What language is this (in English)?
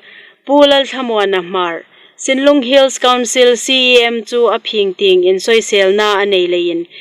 Hmar